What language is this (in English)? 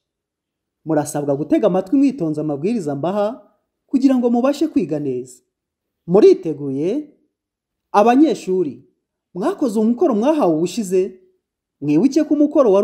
Kinyarwanda